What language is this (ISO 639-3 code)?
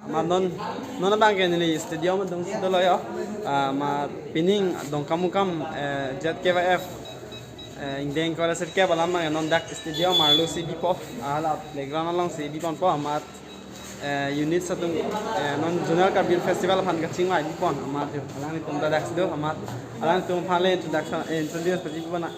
mjw